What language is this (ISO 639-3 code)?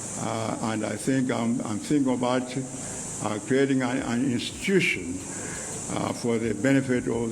nya